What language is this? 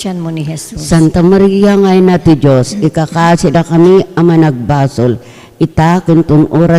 Iloko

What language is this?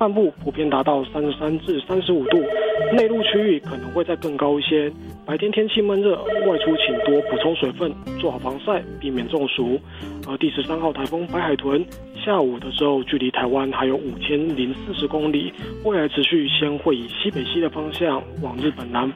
Chinese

